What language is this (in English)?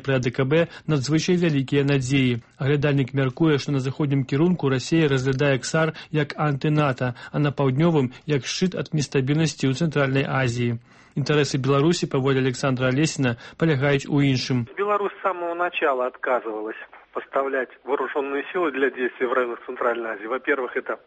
Belarusian